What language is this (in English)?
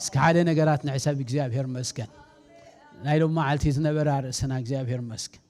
Tigrinya